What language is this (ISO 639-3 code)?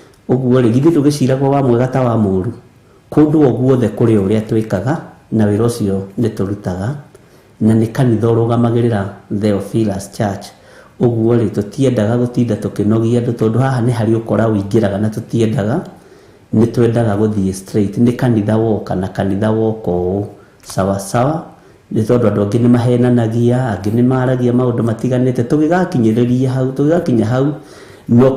kik